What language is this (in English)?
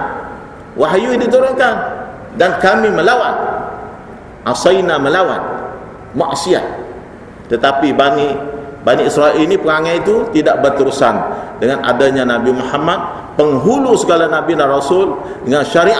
Malay